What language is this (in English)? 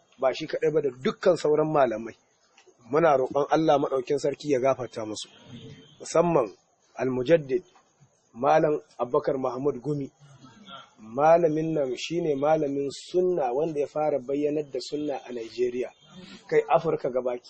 Hausa